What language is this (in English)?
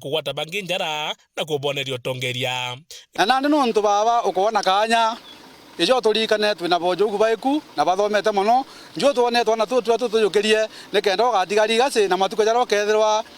Meru